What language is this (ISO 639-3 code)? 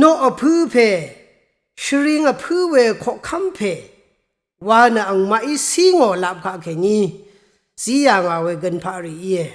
raw